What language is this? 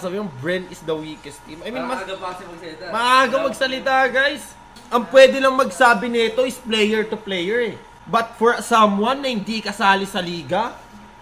Filipino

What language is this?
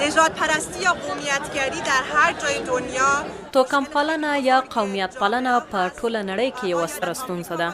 Pashto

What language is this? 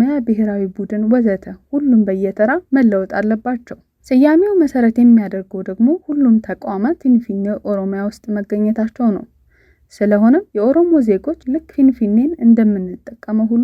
Amharic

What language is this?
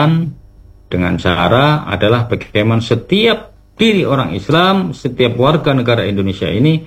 Indonesian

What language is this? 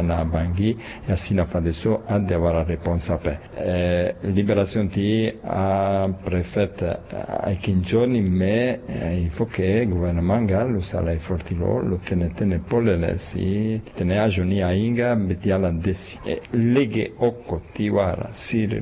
Sango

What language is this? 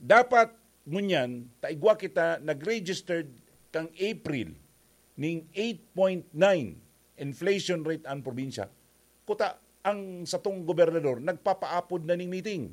Bikol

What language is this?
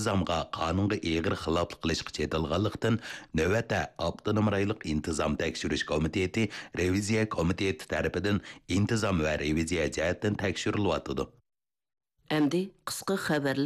Uyghur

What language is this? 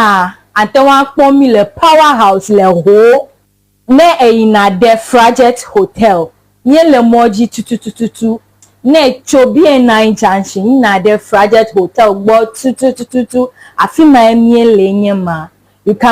Ewe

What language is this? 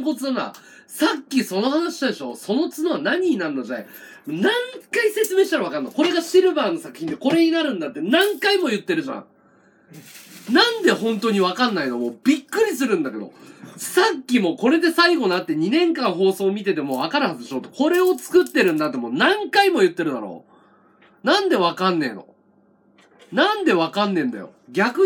Japanese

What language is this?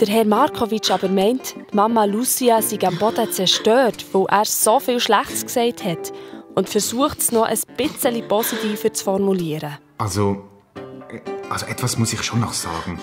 Swiss German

